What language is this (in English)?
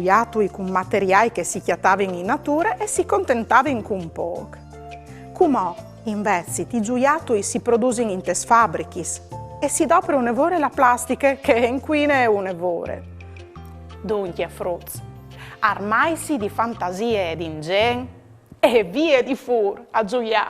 Friulian